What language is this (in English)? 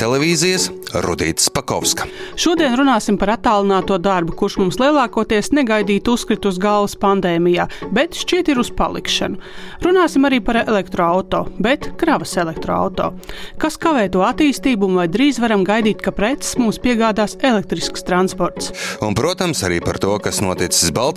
Latvian